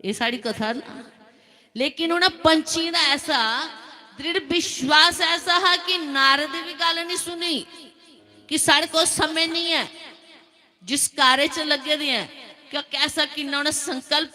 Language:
Dogri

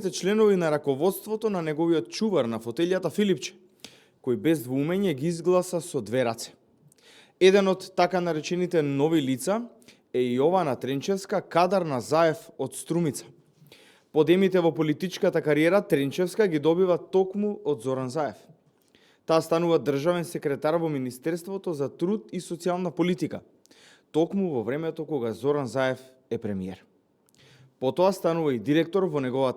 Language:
Macedonian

